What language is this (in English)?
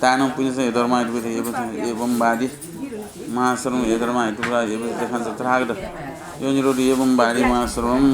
Newari